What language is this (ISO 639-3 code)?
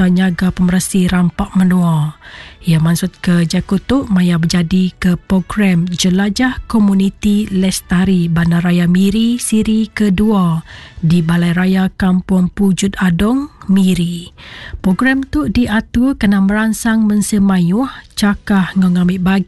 iba